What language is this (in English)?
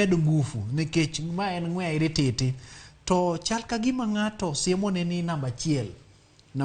Luo (Kenya and Tanzania)